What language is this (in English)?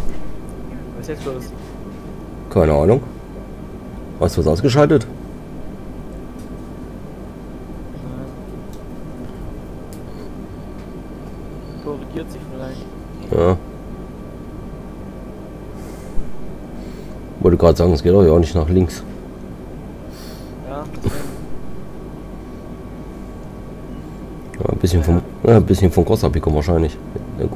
German